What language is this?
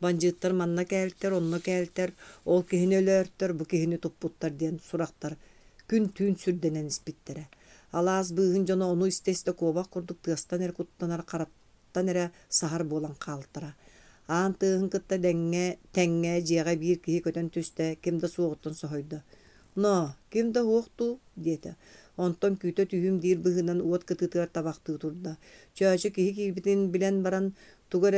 Yakut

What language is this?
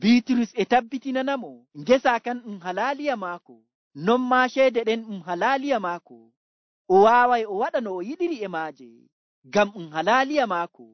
Nigerian Fulfulde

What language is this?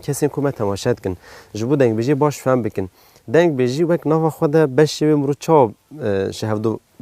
Kurdish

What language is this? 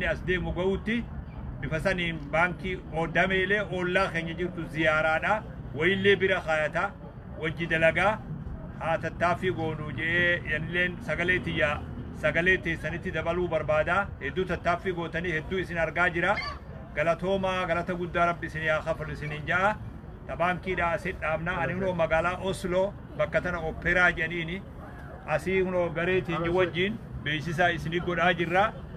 Oromo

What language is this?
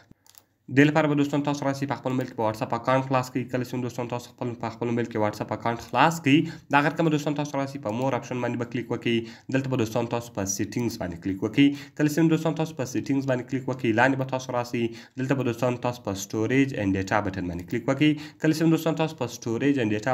Pashto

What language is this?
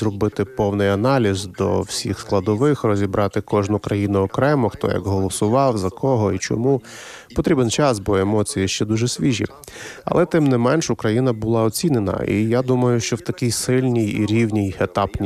Ukrainian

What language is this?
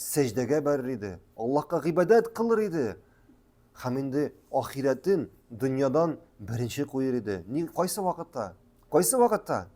Tatar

